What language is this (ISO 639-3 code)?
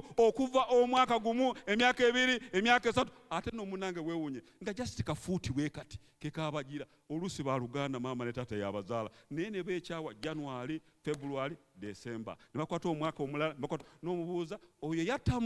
lug